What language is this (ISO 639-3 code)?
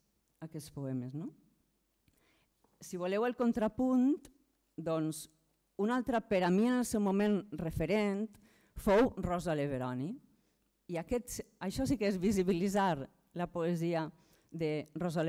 cat